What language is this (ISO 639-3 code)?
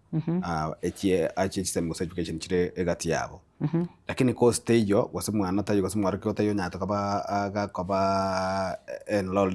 guz